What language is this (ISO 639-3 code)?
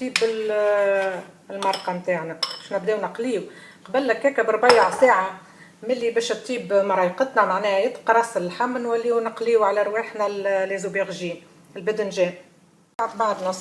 aeb